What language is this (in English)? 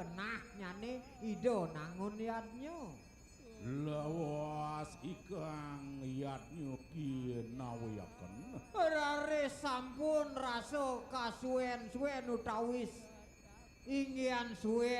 Balinese